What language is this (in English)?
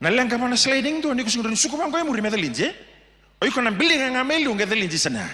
Fijian